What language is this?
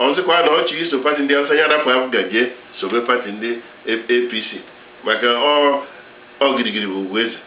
Igbo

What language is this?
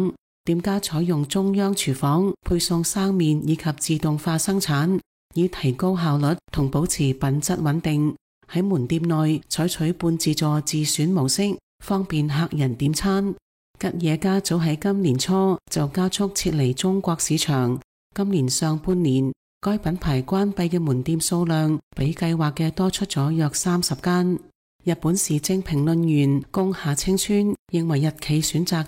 Cantonese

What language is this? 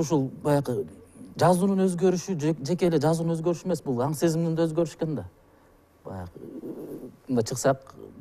Kyrgyz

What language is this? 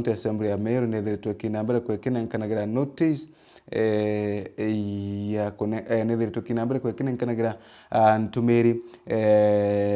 Meru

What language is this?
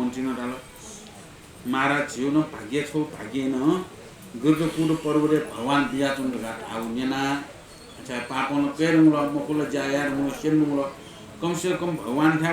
Newari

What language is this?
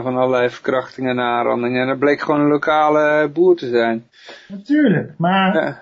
Dutch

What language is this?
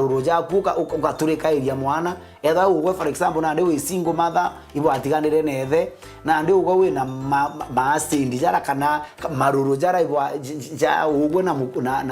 Meru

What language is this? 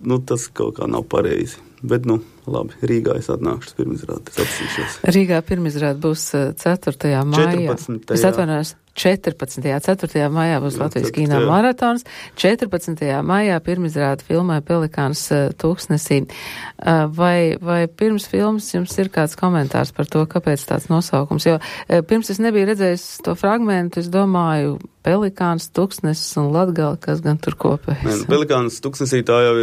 Latvian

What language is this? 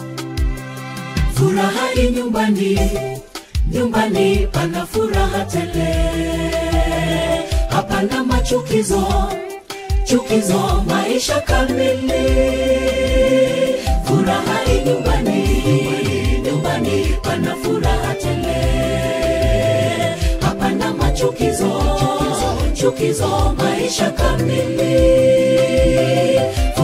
Swahili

